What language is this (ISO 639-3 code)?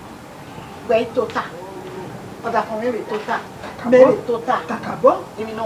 bin